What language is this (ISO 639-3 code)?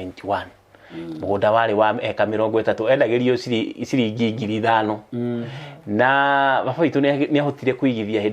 kik